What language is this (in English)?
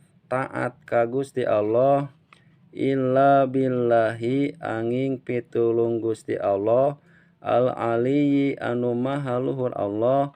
Sundanese